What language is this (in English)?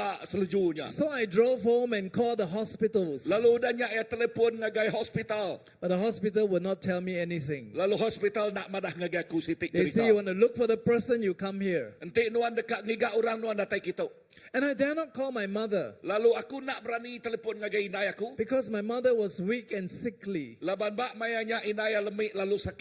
Iban